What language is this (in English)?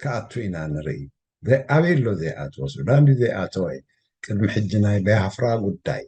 Tigrinya